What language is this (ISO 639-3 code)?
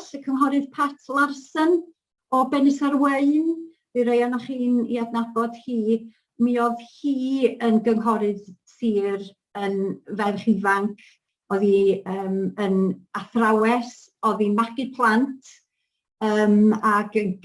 cym